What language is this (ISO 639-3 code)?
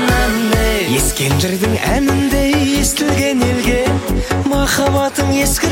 kaz